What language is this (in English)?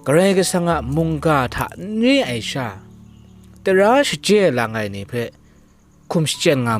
Kachin